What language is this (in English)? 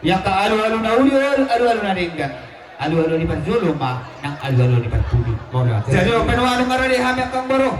Batak Toba